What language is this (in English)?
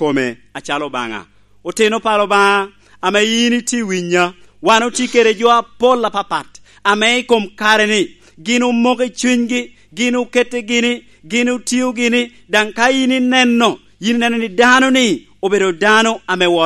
Lango (Uganda)